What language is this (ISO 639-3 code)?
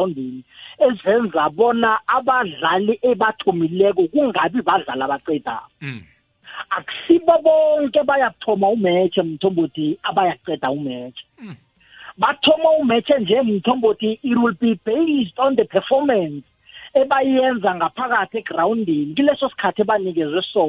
nbl